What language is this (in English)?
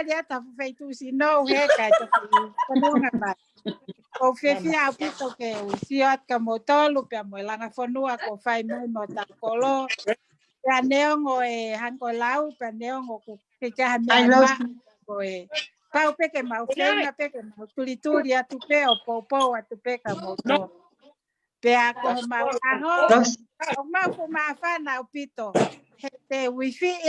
Tongan